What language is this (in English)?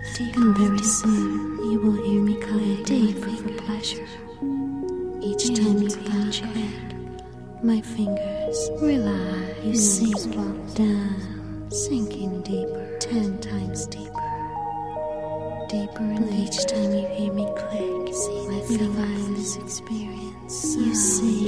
English